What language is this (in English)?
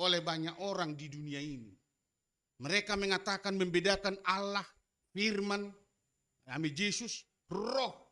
Batak Simalungun